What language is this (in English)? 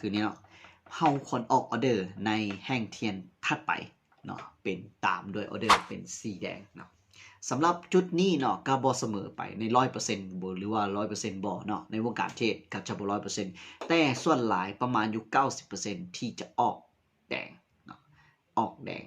Lao